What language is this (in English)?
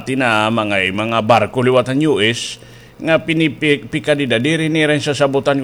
Waray